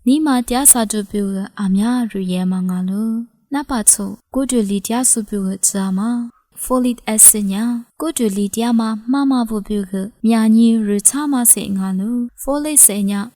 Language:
Lisu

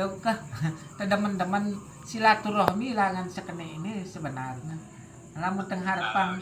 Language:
Sasak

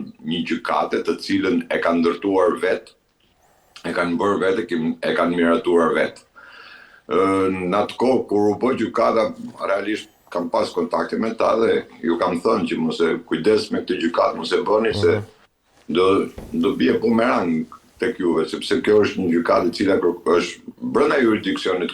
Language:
Albanian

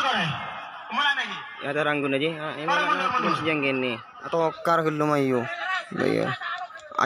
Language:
Madurese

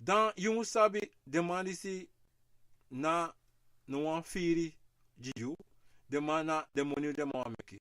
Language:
Sranan Tongo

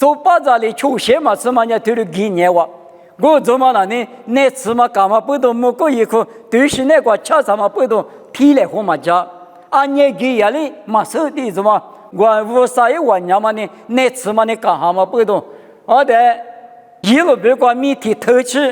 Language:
Lisu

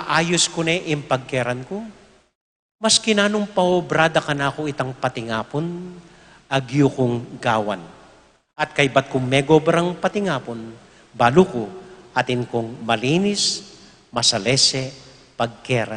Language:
Pampanga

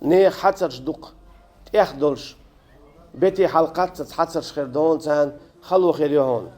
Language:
Chechen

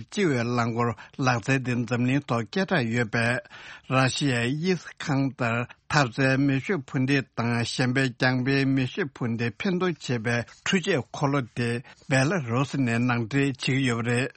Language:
Tibetan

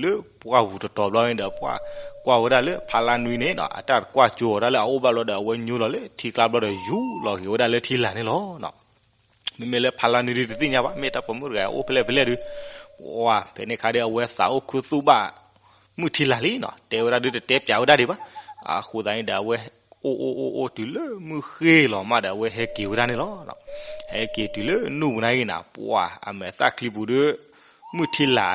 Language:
S'gaw Karen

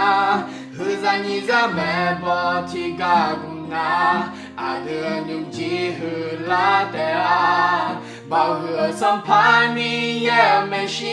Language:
Akha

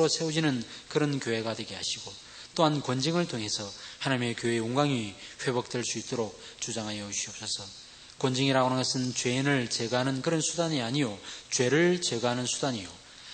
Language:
Korean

